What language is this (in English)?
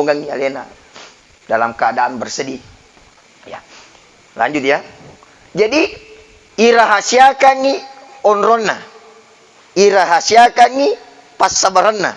Buginese